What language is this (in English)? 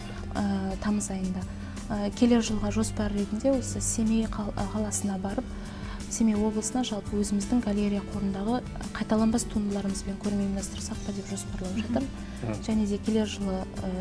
Kazakh